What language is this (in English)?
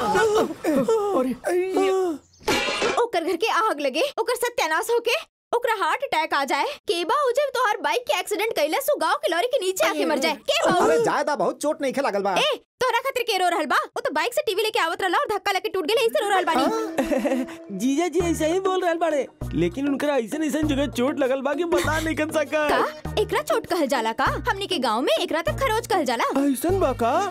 Bhojpuri